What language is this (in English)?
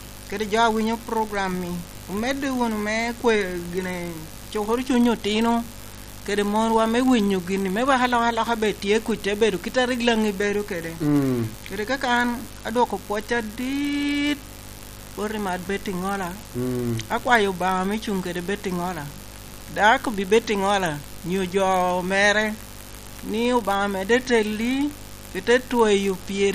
Lango (Uganda)